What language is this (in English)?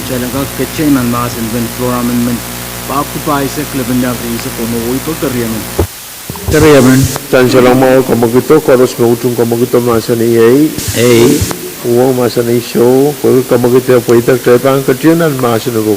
Pohnpeian